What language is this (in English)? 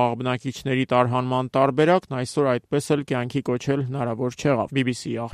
Armenian